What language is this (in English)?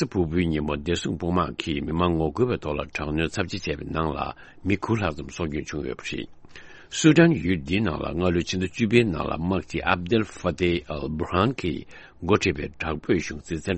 Tibetan